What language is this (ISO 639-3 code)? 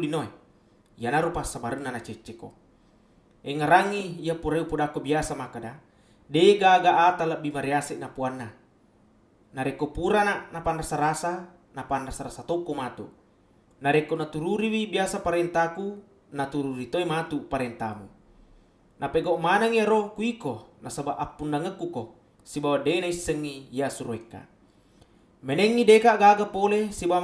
bug